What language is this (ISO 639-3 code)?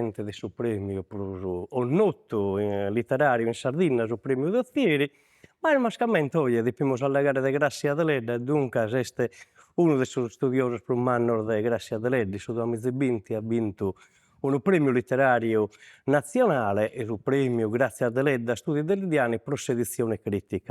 srd